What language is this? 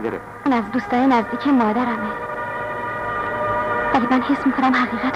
Persian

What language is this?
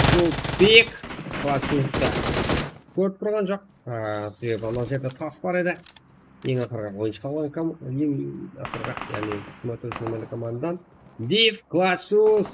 Kara-Kalpak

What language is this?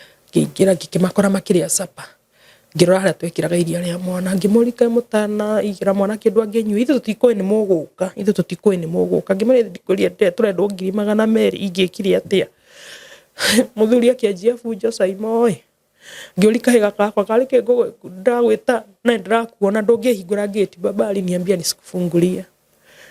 Kikuyu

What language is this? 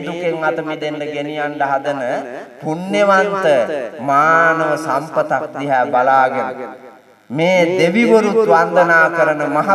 Sinhala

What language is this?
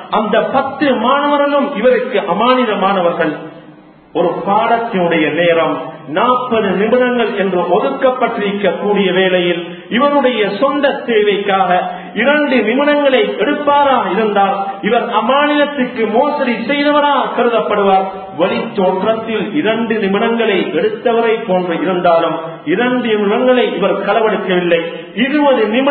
Tamil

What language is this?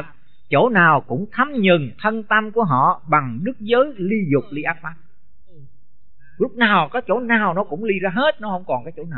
Vietnamese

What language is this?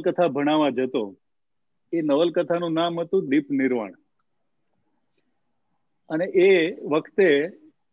Gujarati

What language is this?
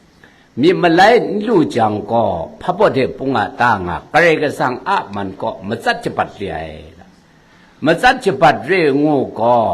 Kachin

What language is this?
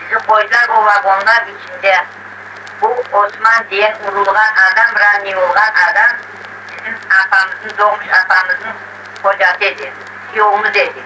Crimean Tatar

